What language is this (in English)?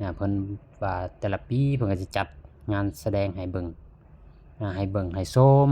Lao